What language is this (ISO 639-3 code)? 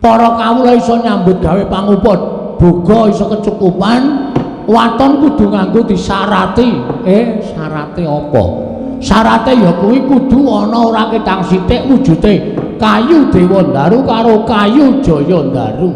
jav